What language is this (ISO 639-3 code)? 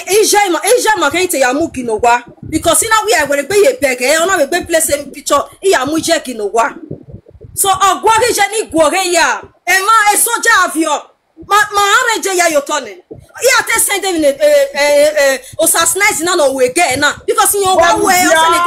pcm